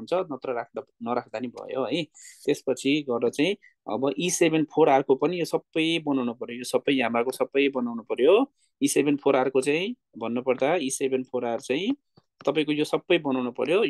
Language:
Nepali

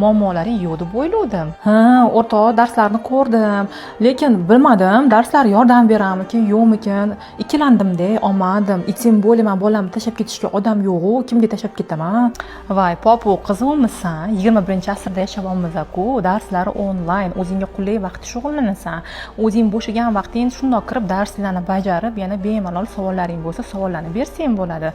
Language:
Uzbek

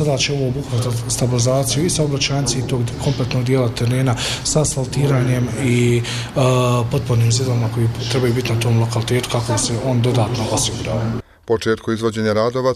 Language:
Bosnian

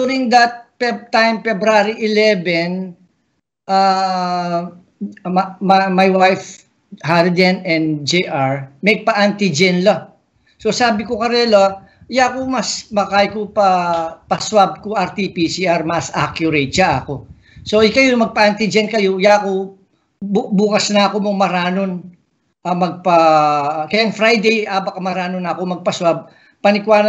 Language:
Pampanga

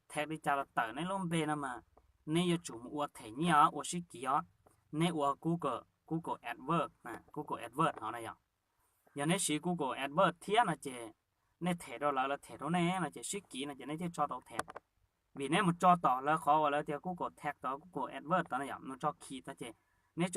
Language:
Hmong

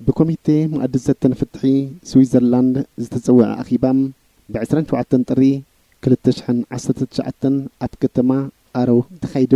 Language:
Tigrinya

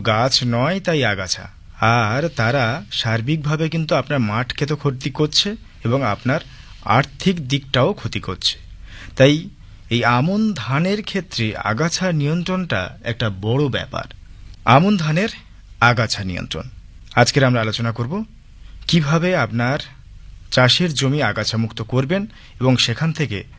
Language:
Bangla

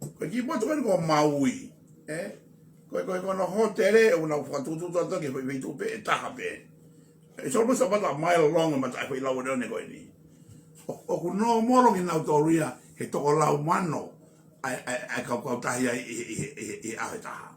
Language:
Tongan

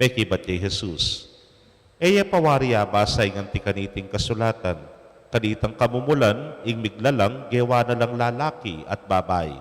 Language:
Pampanga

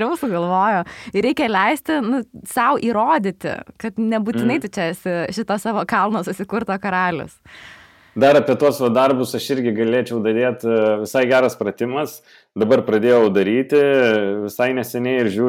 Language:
Lithuanian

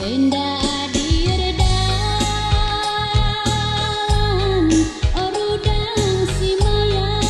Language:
Batak Karo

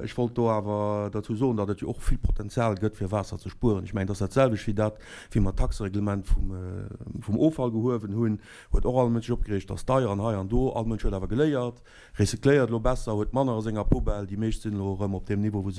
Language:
Luxembourgish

